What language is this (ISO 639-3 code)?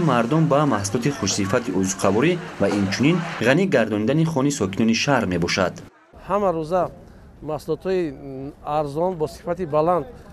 tgk